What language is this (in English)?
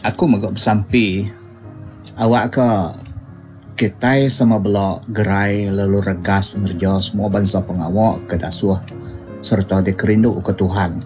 Iban